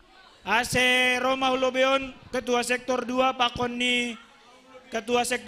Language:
Batak Simalungun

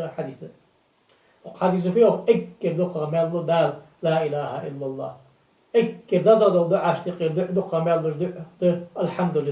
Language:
Ingush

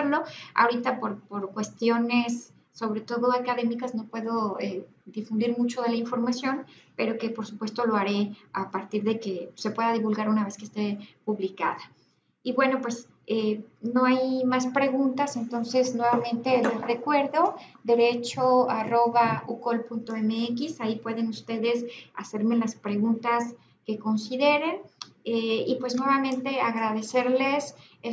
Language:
Spanish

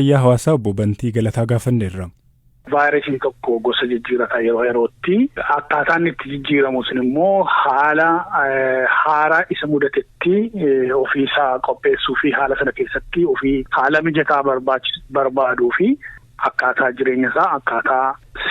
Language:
Oromo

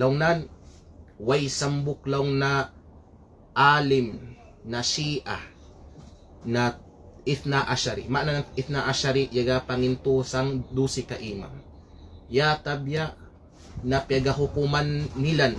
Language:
Kalagan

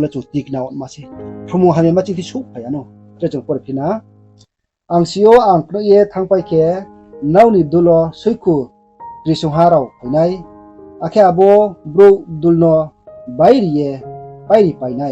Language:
Riang (India)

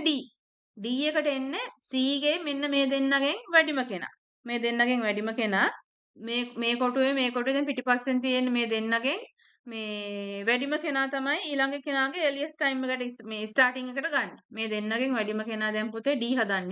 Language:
Sinhala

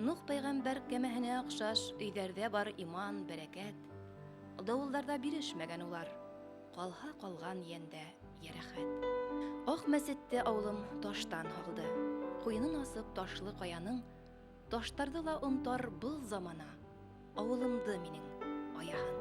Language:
Bashkir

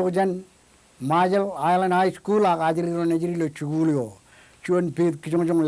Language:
Marshallese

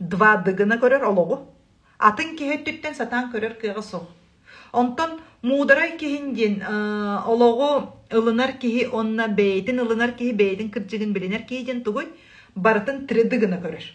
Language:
Yakut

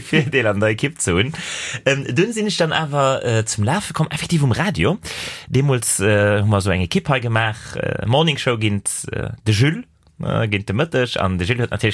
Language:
Luxembourgish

